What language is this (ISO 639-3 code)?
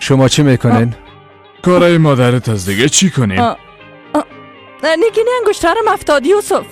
fas